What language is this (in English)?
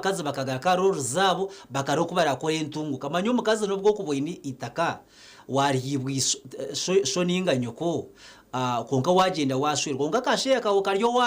Nyankole